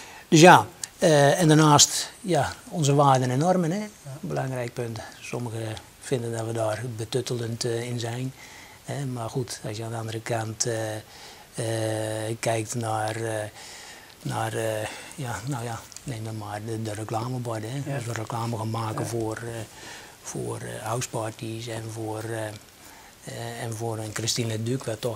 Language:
Dutch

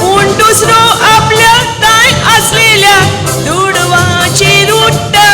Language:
Konkani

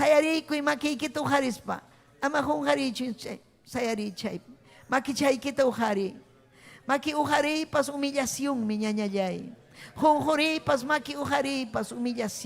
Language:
Ayacucho Quechua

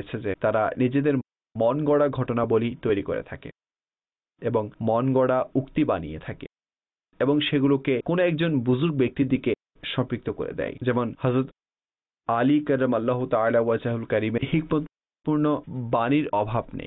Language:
Bangla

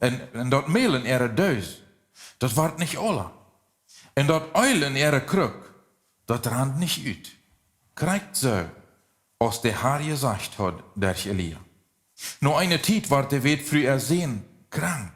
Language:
Plautdietsch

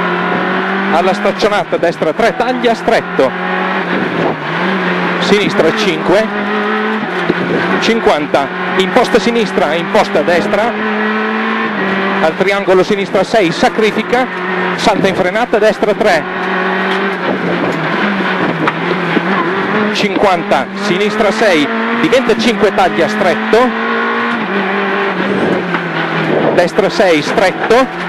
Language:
Italian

